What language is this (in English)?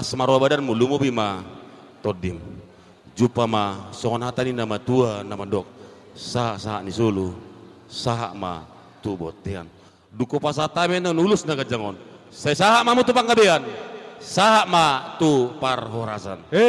Batak Toba